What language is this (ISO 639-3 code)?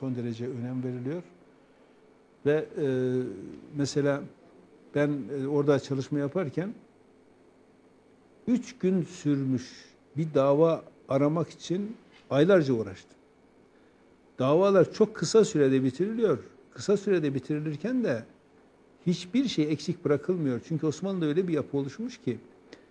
tur